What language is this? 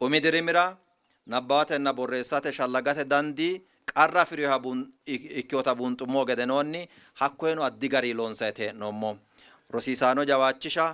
Sidamo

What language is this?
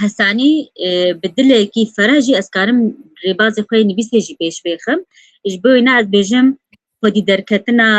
Kurdish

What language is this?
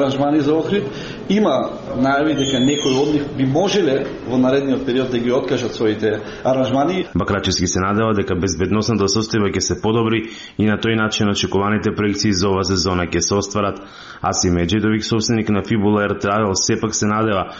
Macedonian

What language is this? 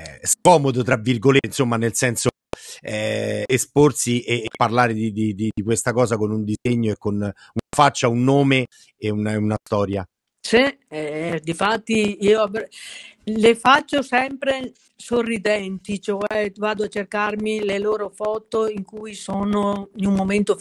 Italian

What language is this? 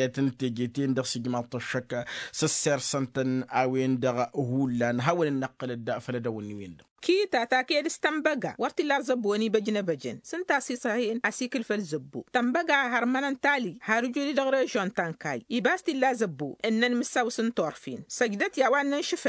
Tamasheq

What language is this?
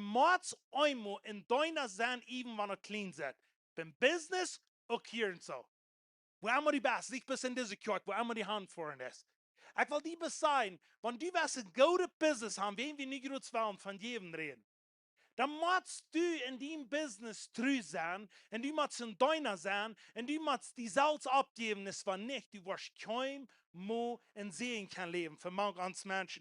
Plautdietsch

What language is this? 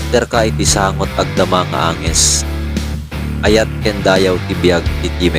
Iloko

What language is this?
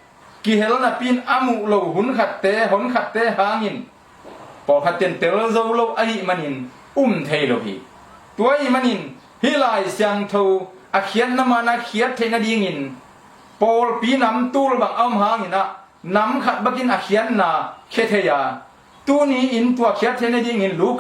Tedim Chin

